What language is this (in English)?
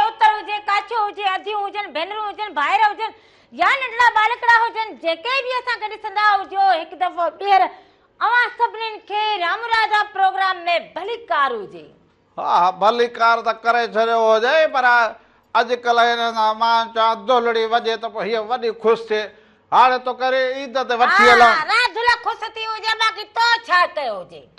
Sindhi